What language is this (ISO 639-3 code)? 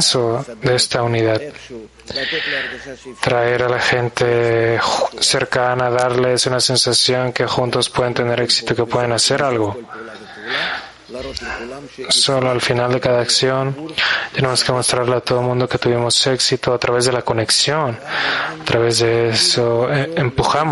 spa